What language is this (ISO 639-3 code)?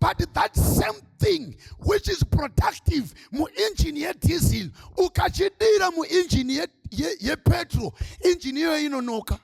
sna